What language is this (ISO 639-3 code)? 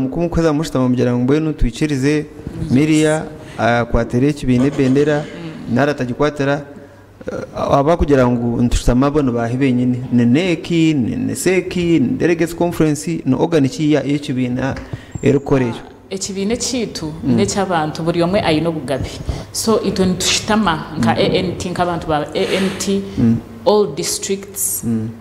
nyn